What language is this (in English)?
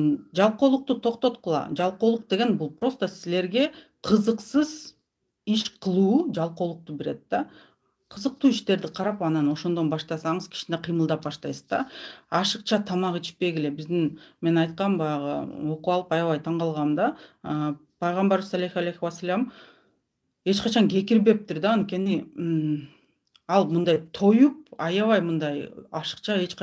Kyrgyz